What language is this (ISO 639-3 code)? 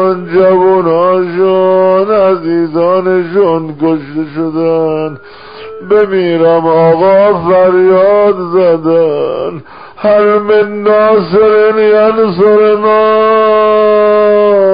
fas